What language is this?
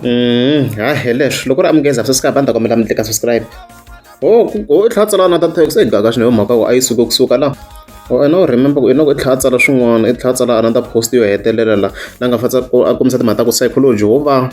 Tsonga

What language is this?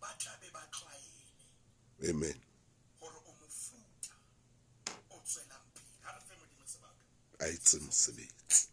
Southern Sotho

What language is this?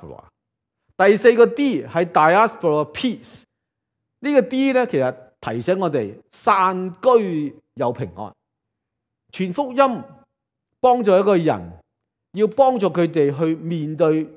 Cantonese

